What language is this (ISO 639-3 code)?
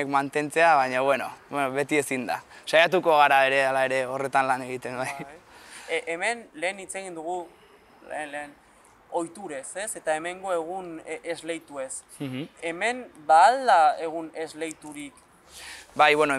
eus